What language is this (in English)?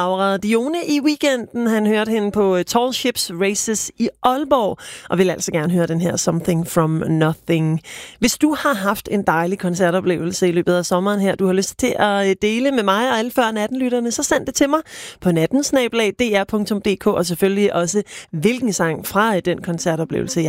Danish